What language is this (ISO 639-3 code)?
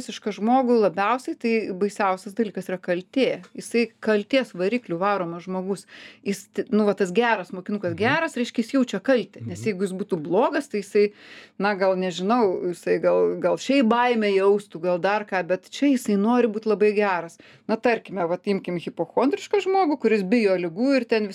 lit